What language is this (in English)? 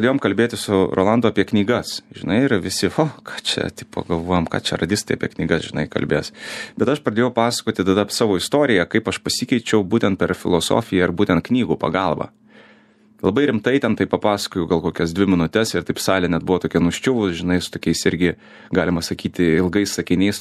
Lithuanian